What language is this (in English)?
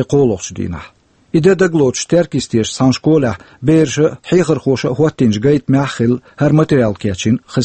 Chechen